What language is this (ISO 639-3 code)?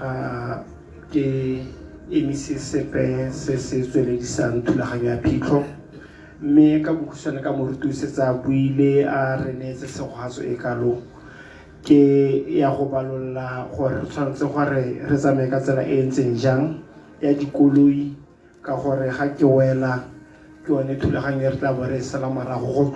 tsn